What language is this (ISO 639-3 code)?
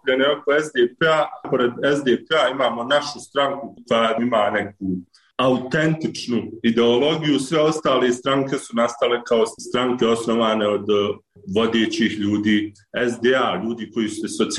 bos